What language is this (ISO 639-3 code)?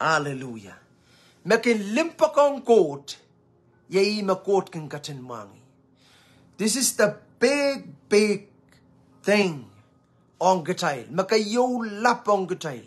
pon